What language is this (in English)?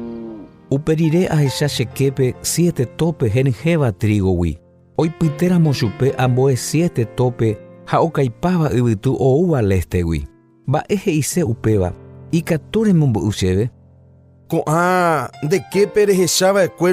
Guarani